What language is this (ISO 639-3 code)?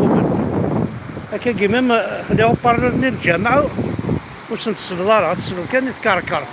kab